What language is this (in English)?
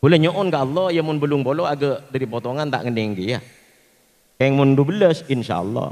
Madurese